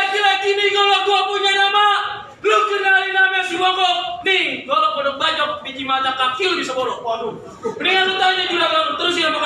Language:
Betawi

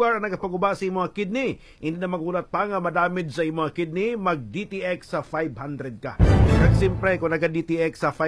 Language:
Hiligaynon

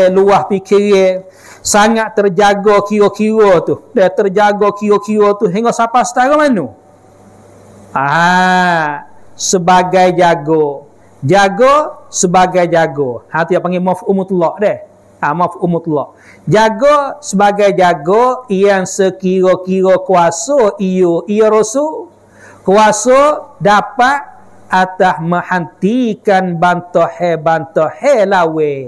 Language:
Malay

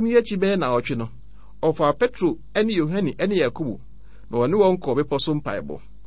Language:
Akan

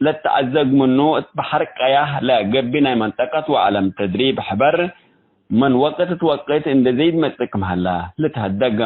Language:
Tigre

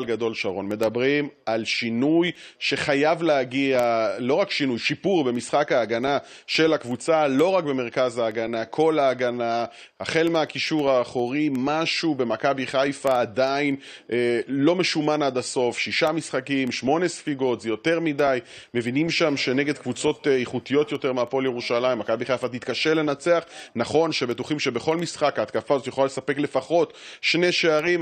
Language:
Hebrew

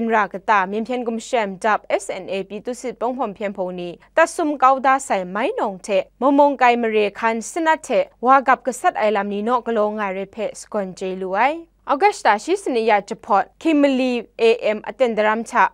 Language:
Kachin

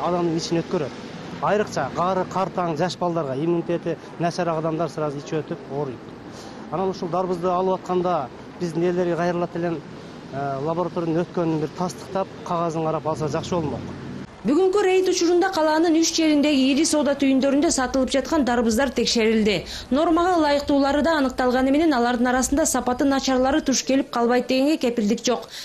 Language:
Kyrgyz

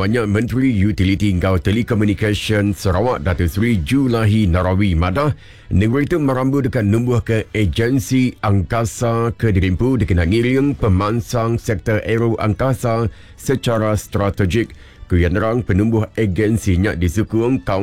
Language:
Iban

